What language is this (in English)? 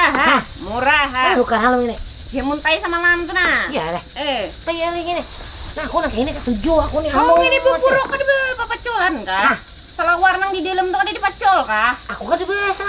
Banjar